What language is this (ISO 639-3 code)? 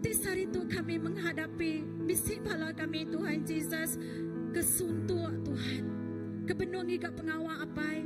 iba